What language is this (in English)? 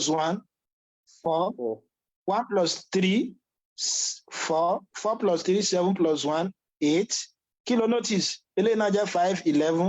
Yoruba